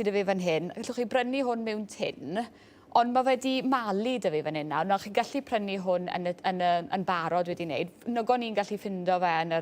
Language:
Welsh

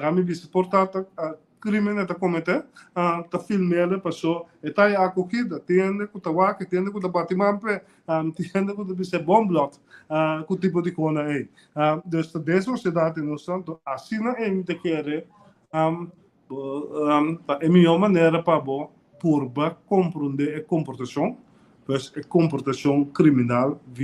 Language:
Papiamento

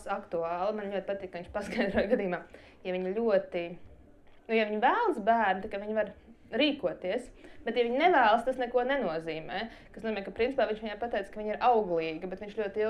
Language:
Latvian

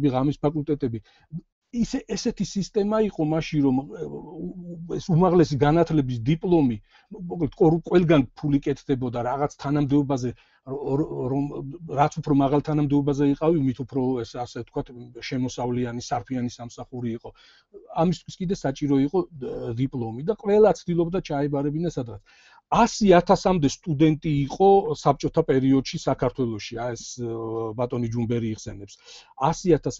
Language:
Georgian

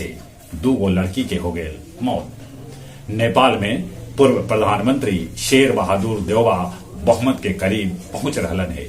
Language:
Magahi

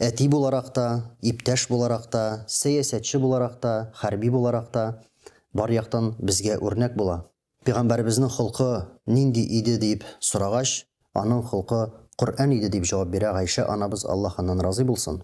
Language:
Tatar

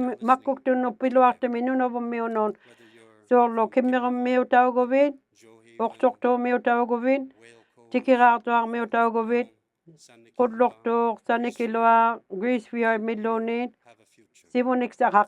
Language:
Inuktitut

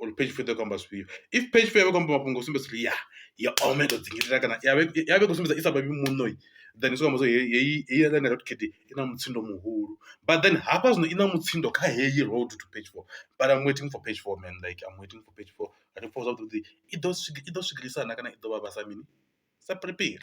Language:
Venda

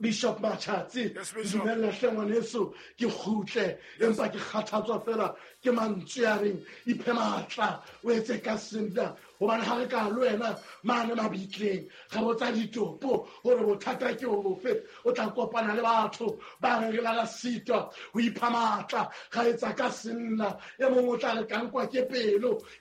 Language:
Southern Sotho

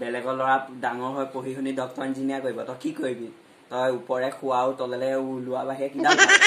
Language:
Assamese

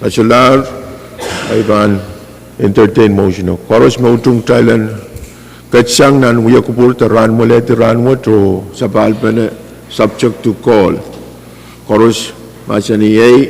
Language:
Pohnpeian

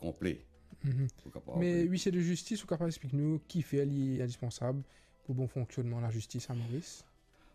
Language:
Morisyen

